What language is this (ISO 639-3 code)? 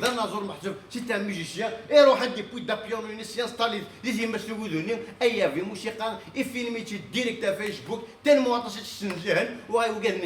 kab